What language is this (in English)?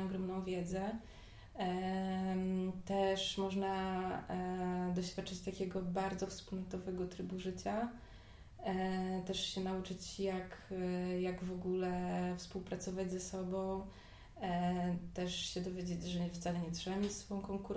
Polish